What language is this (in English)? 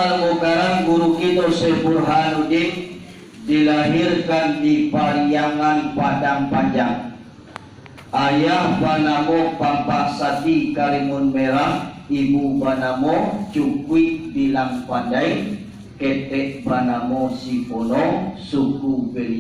Minangkabau